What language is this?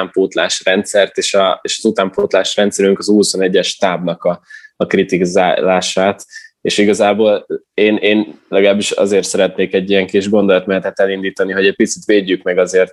Hungarian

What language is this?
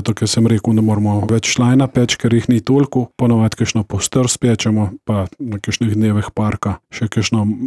Slovenian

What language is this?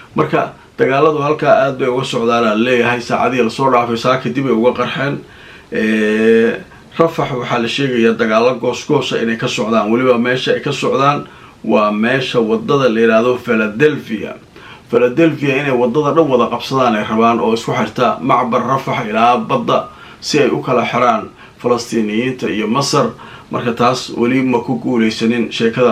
Somali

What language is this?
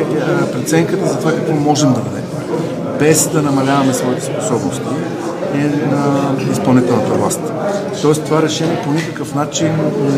Bulgarian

